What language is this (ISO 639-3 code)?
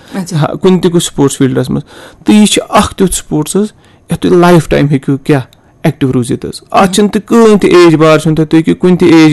kas